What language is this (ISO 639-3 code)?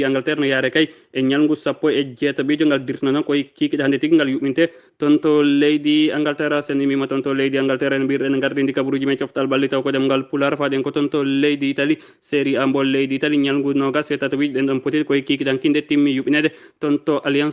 ful